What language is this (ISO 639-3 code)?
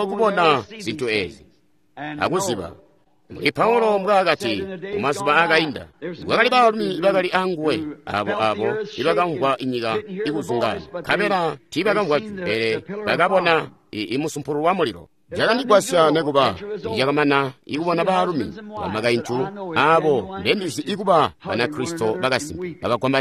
toi